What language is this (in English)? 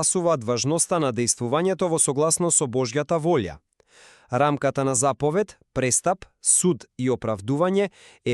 Macedonian